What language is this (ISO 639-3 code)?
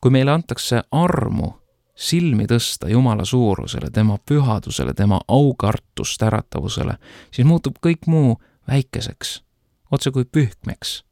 est